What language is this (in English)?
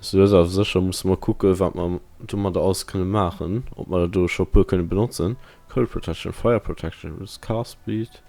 Luxembourgish